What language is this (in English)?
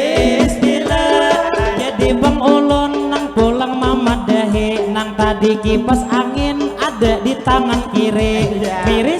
Banjar